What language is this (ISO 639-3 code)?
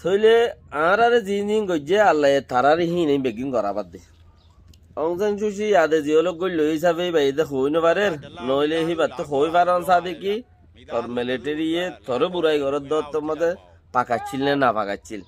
rhg